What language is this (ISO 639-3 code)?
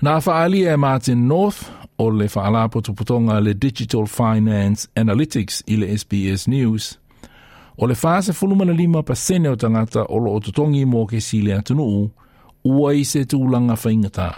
smo